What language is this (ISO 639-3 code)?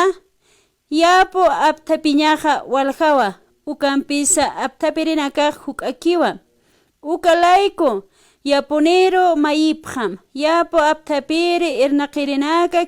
aym